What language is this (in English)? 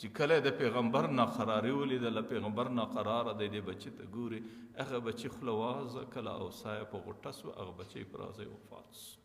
Pashto